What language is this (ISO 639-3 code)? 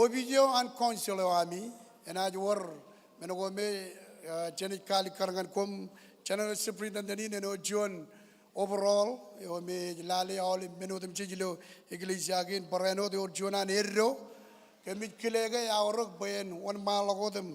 mah